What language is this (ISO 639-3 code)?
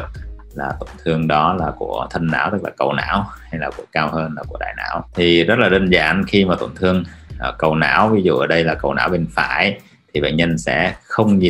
vie